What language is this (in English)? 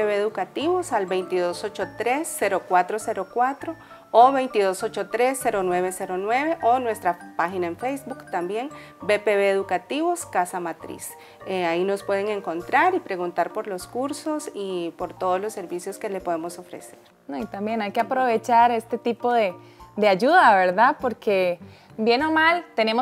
Spanish